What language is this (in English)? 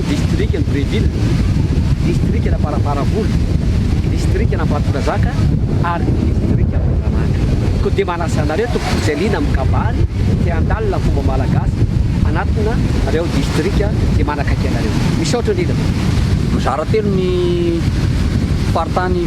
Malagasy